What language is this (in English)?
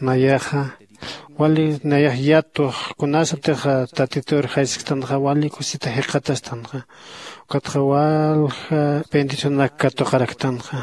Aymara